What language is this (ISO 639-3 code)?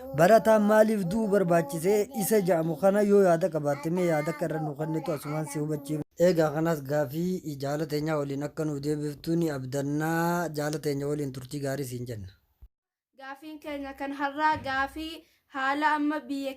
orm